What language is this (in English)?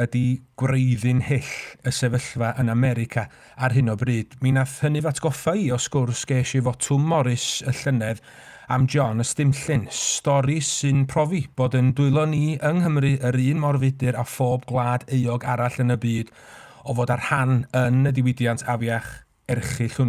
Welsh